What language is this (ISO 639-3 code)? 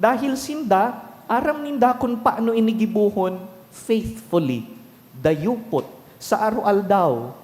bik